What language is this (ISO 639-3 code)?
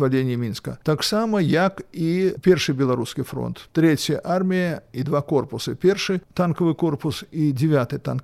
bel